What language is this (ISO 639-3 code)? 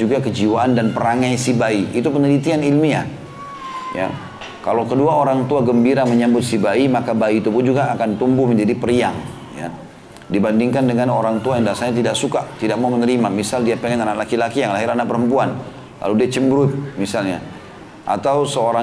ind